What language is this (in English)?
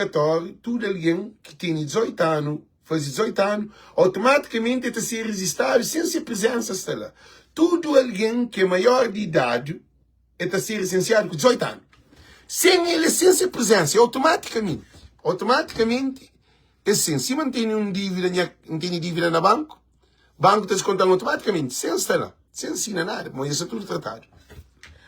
Kabuverdianu